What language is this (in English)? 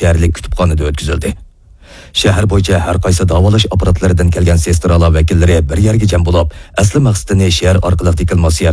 Uyghur